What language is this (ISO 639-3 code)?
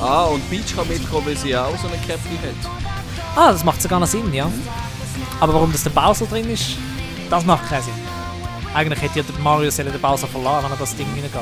gsw